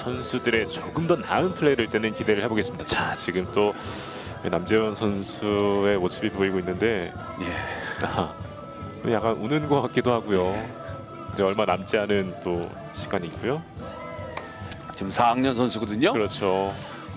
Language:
Korean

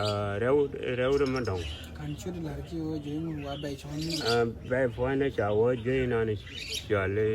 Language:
Nuer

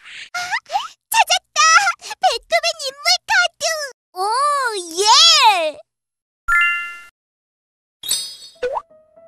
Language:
Korean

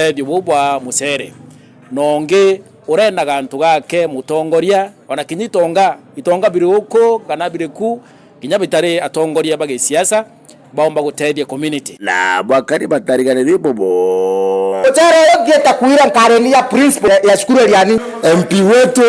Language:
Meru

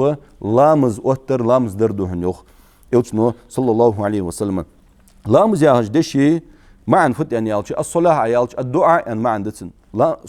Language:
Ingush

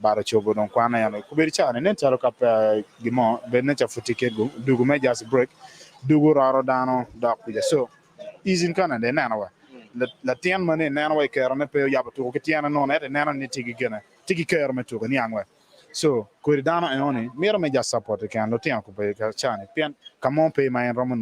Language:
Acoli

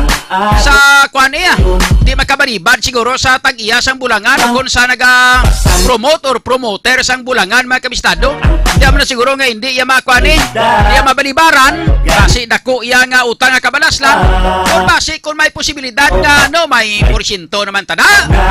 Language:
Hiligaynon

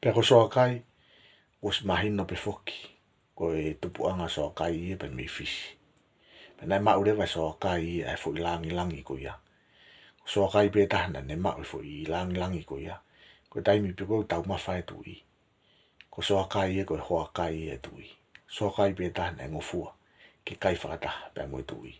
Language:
Tongan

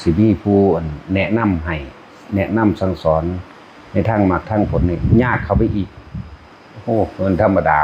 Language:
Northeastern Thai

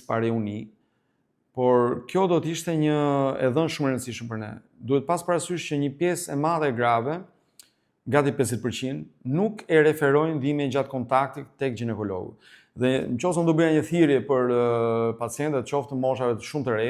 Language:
Albanian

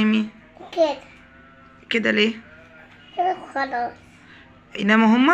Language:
Egyptian Arabic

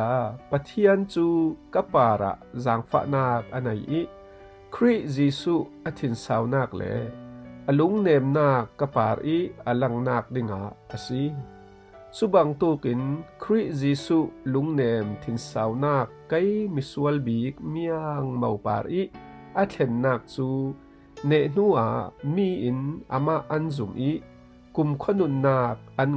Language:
Falam Chin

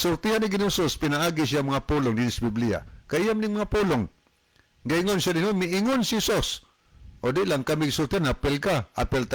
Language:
Cebuano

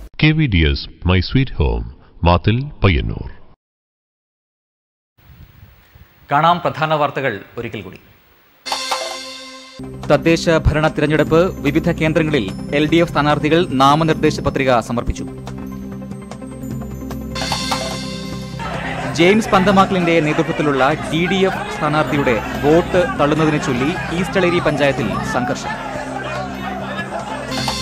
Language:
Malayalam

